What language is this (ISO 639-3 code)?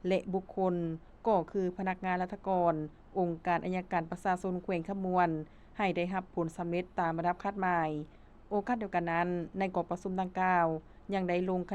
lao